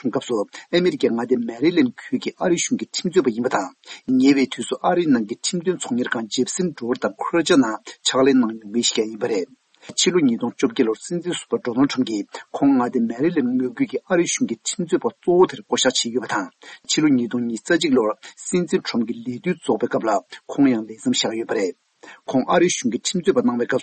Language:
Tibetan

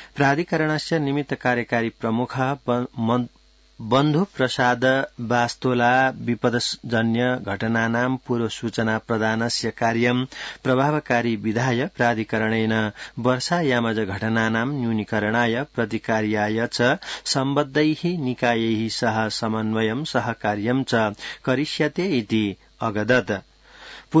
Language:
Sanskrit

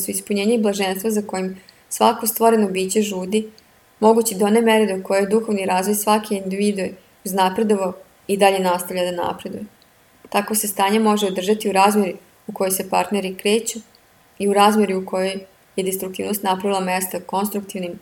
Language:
Serbian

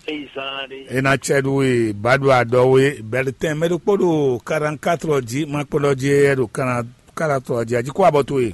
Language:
Fon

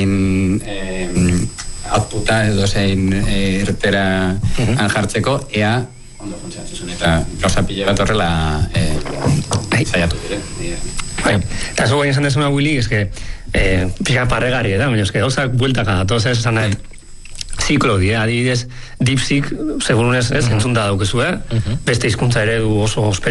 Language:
Basque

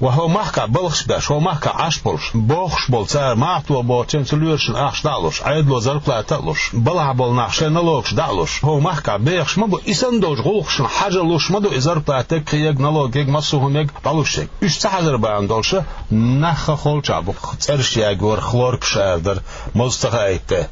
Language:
Chechen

